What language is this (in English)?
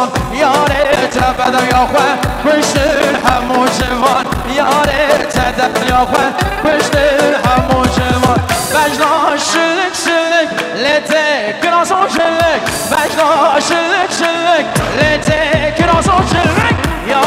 Kurdish